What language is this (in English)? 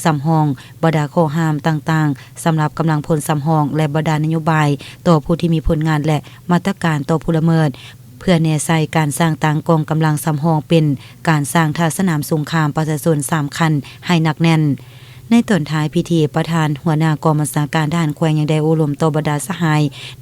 Lao